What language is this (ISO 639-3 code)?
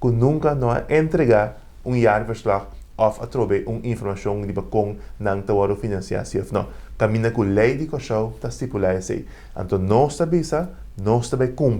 pap